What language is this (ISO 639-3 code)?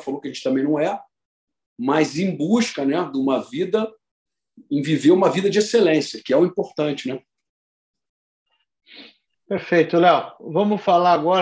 por